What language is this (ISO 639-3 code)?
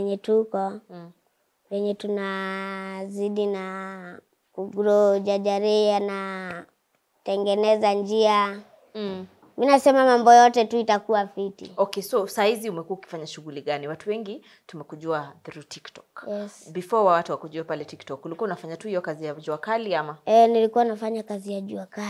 swa